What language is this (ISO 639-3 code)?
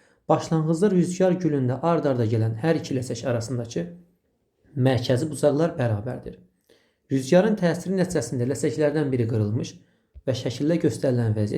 aze